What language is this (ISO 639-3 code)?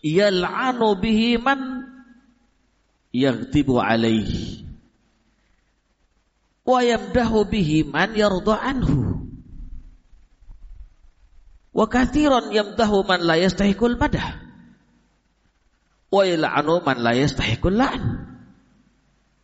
ind